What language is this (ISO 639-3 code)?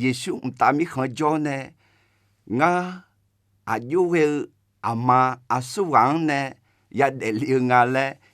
ahk